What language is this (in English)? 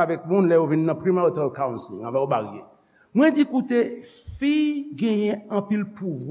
Haitian Creole